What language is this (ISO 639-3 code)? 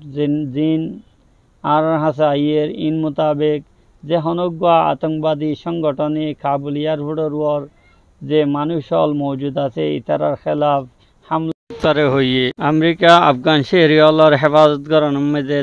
rhg